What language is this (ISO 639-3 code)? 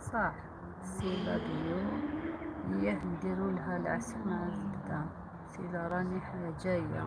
arq